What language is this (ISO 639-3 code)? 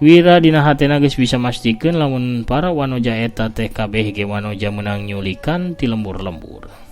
sun